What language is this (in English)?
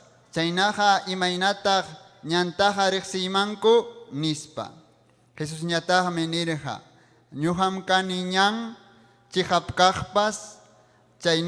Ayacucho Quechua